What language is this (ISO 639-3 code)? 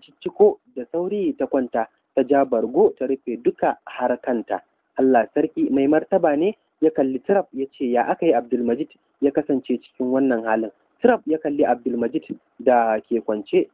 hau